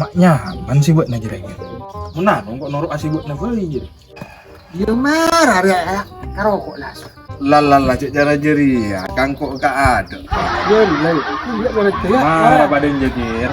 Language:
Madurese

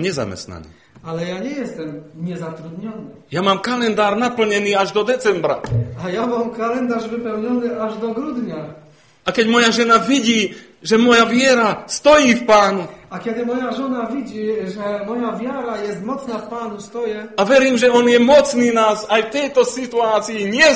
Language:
Slovak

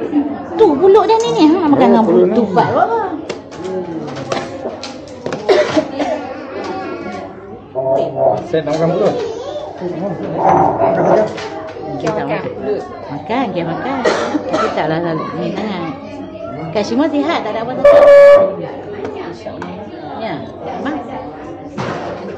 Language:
Malay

